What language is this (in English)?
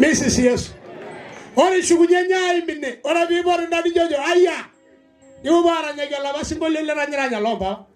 Masai